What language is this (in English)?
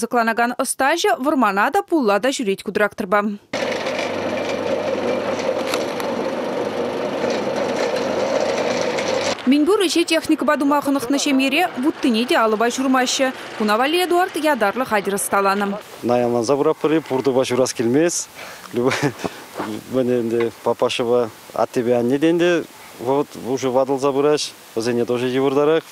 Chuvash